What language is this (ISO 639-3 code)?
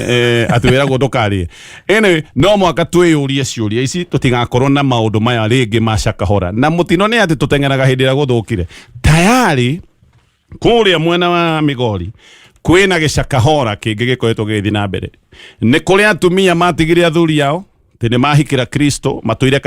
kik